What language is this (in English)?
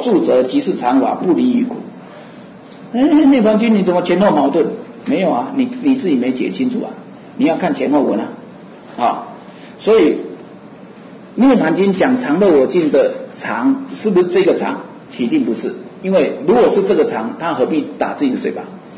Chinese